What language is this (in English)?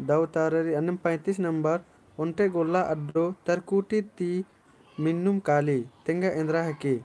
Kurukh